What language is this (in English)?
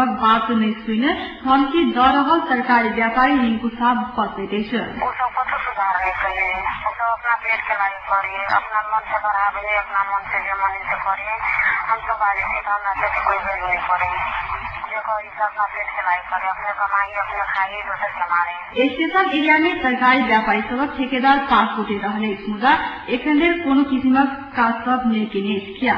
Maithili